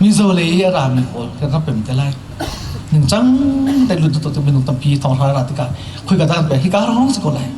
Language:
Hakha Chin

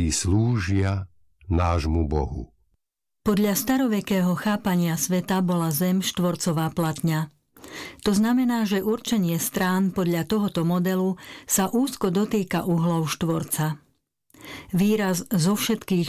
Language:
Slovak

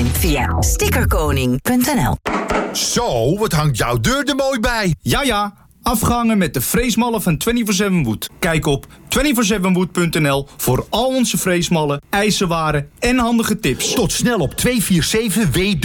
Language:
Dutch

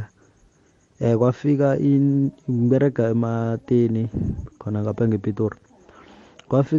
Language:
South Ndebele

